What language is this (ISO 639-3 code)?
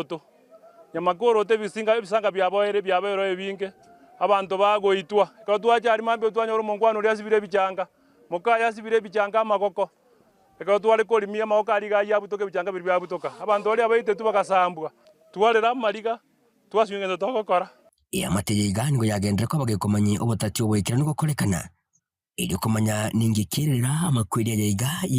guz